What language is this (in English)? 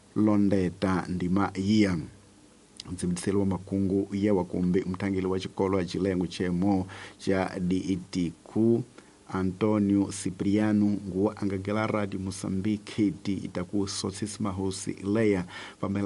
Tsonga